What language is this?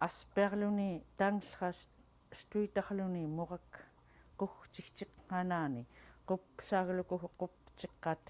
Central Yupik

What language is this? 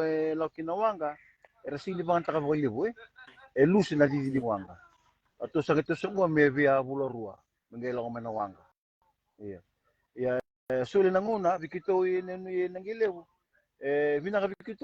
Fijian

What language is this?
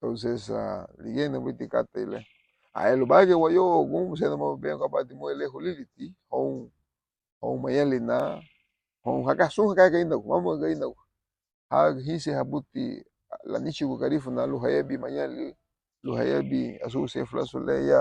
Garifuna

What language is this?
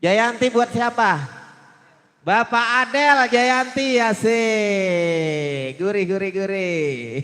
Betawi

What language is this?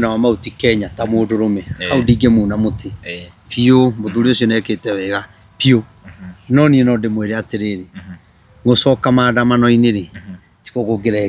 Kikuyu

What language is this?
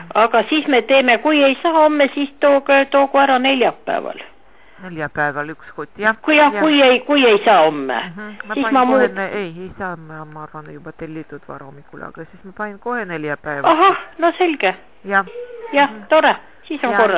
Estonian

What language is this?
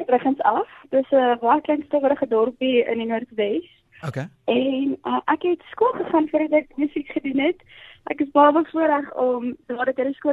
Afrikaans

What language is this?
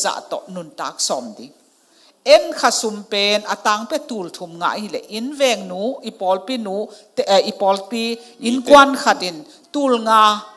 Tedim Chin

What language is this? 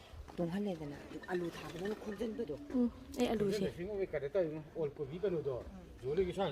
Manipuri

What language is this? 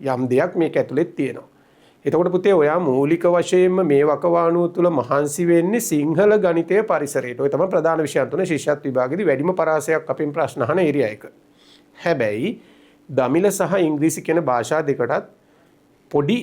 Sinhala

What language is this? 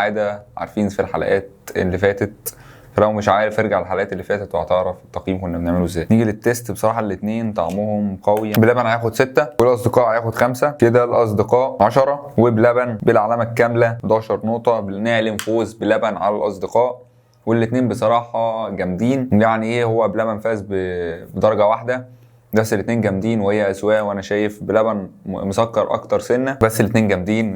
Egyptian Arabic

